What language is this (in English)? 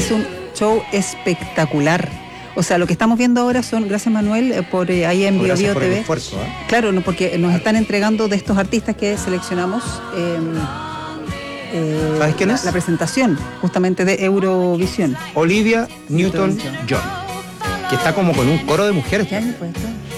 Spanish